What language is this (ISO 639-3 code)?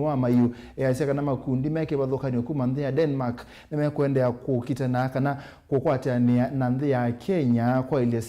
kam